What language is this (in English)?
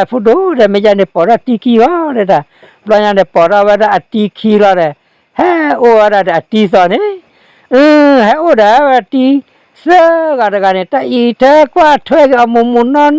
S'gaw Karen